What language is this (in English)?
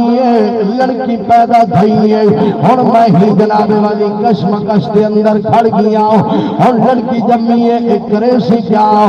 Saraiki